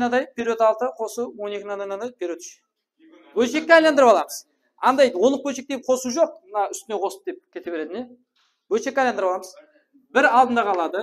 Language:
Kara-Kalpak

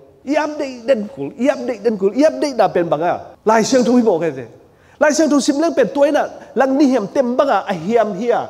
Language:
Tedim Chin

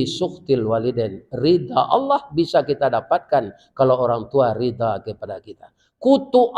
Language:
Minangkabau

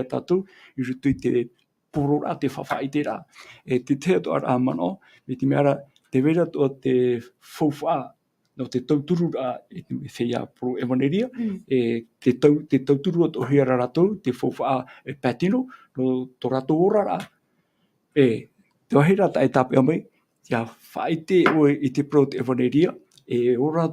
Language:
Tahitian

